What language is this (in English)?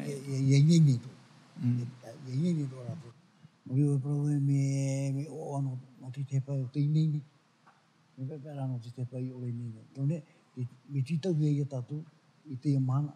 Tahitian